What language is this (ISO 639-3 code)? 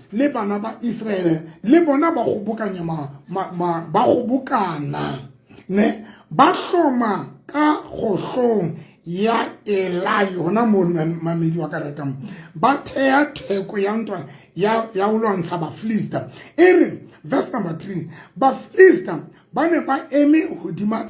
tsn